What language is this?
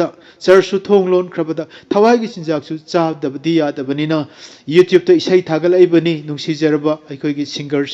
Manipuri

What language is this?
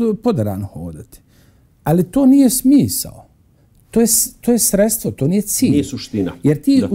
Bosnian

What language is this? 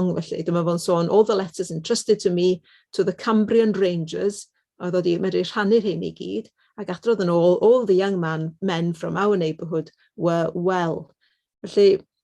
Welsh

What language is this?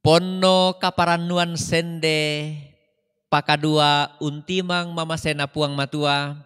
Toraja-Sa'dan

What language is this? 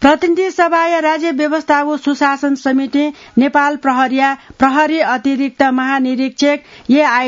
Newari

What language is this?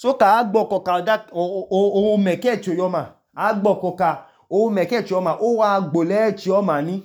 Idoma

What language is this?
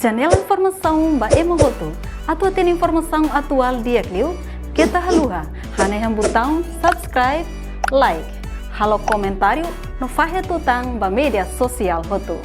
Tetum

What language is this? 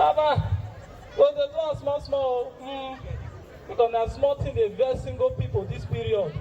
Nigerian Pidgin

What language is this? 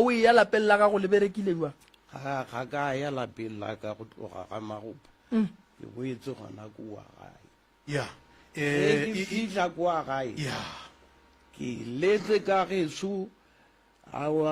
Northern Sotho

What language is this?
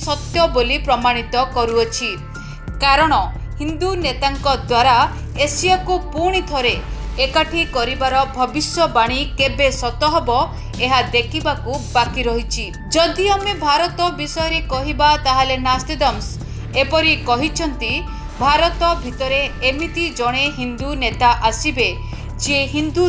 Odia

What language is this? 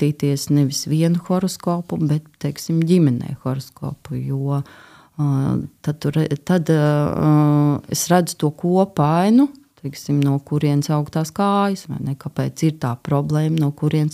Latvian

